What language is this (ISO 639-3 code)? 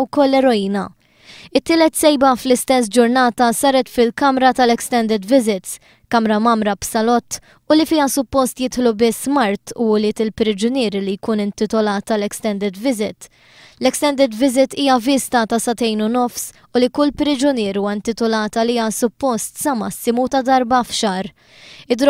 mlt